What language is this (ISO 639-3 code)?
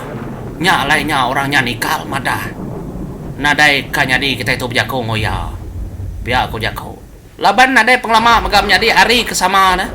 iba